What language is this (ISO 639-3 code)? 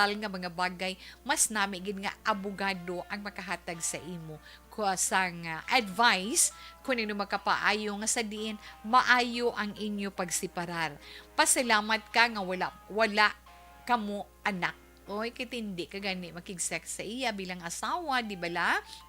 hil